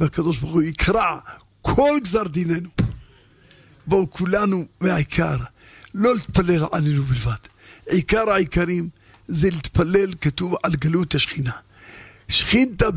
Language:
Hebrew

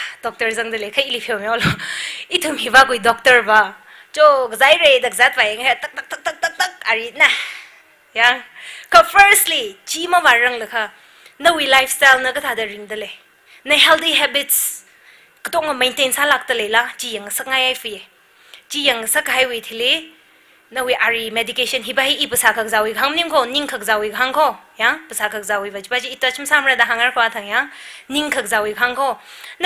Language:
Tangkhul Naga (India)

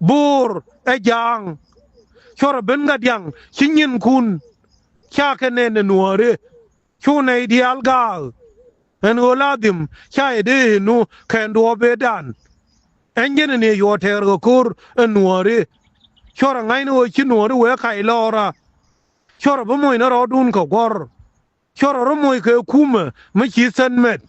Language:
Nuer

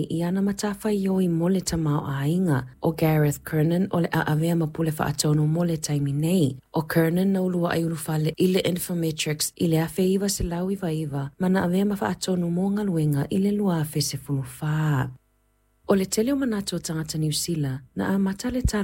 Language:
Samoan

